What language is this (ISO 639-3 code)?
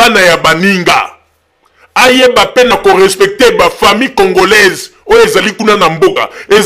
lin